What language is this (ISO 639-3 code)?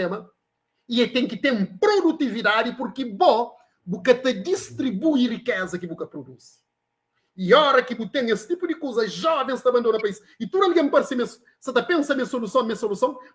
kea